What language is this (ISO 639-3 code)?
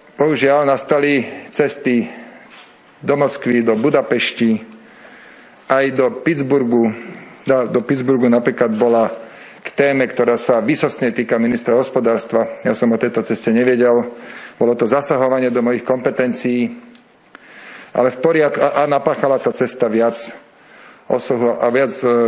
slk